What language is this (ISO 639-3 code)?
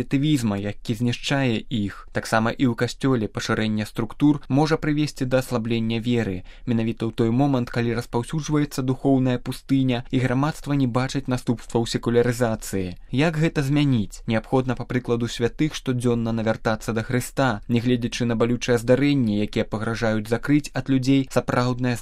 bel